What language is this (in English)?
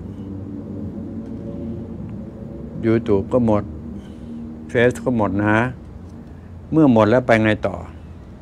Thai